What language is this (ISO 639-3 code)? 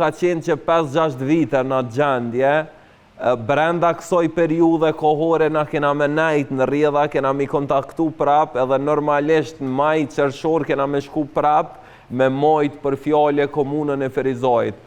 sqi